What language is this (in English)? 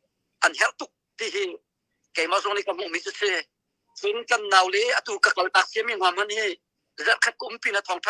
Hakha Chin